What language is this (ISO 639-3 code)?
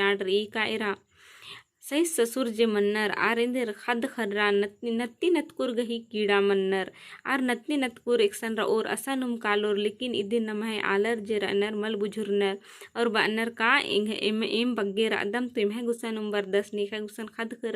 kru